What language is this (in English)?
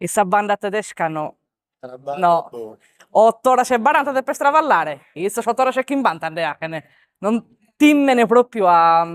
Sardinian